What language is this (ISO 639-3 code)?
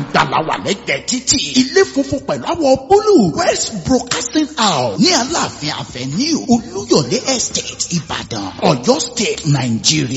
yor